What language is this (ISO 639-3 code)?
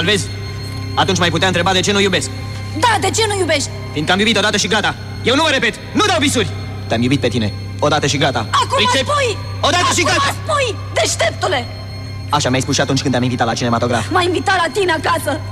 ron